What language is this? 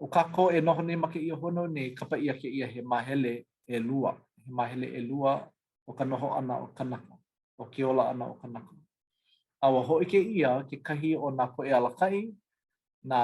Hawaiian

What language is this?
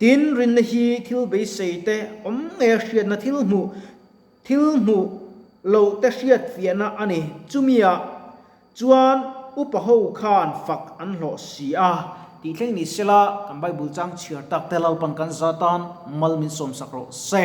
Mizo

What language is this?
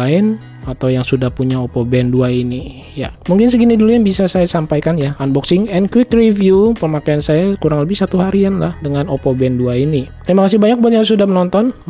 Indonesian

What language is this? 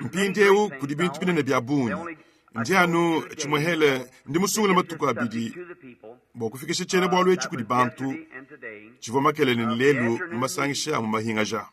Luba-Lulua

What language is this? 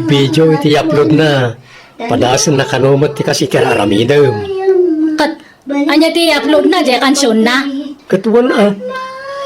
Iloko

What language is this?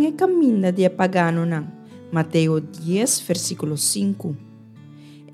Papiamento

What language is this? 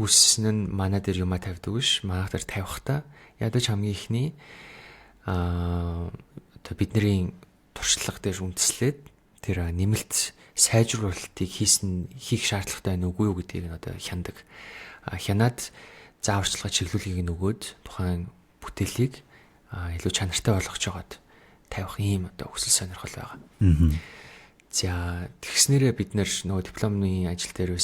Mongolian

